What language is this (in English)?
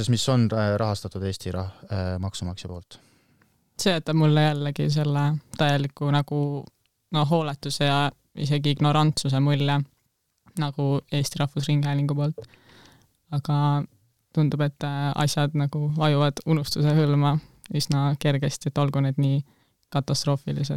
Estonian